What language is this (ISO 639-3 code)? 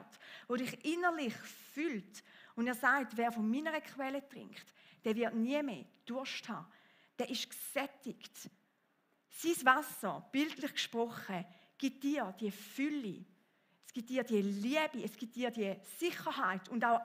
gsw